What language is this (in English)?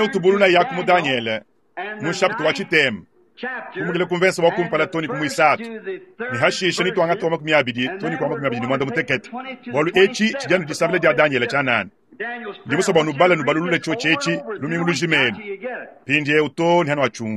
Luba-Lulua